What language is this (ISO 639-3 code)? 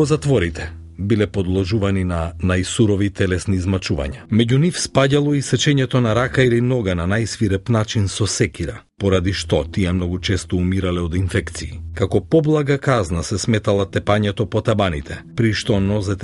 mkd